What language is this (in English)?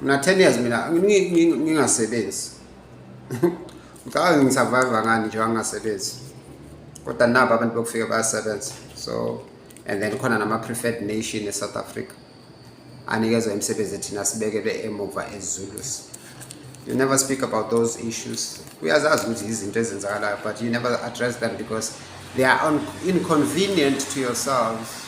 Zulu